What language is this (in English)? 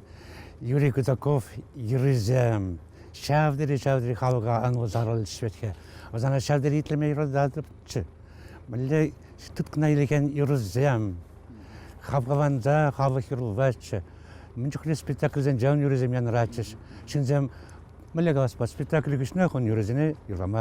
Chuvash